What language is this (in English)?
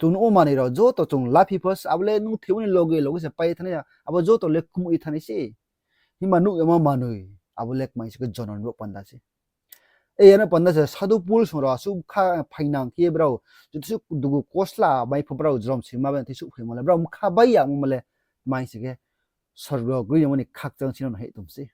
Riang (India)